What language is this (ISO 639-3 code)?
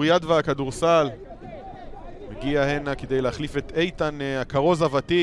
heb